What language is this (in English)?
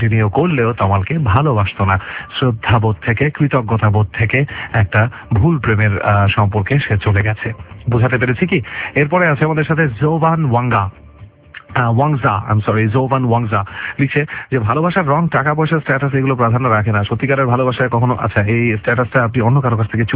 Bangla